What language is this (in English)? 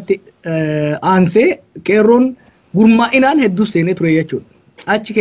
Oromo